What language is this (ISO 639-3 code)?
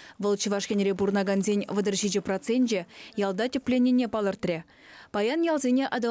chv